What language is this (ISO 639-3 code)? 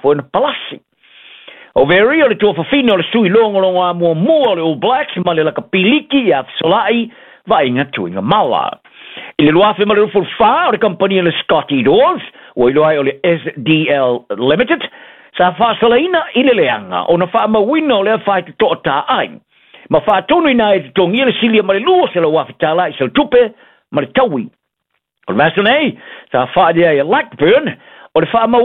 smo